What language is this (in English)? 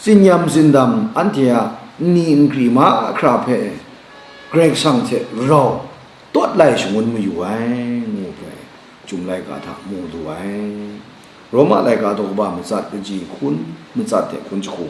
Kachin